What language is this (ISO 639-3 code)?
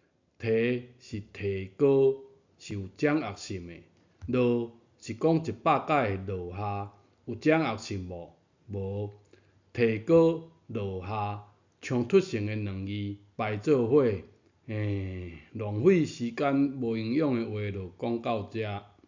nan